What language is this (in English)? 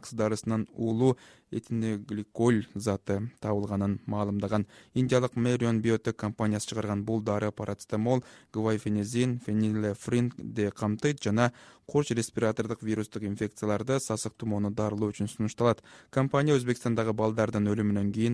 Kyrgyz